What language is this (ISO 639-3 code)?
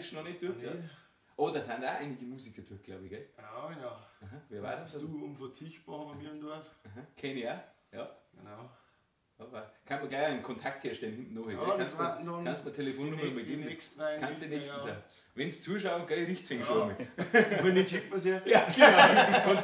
bar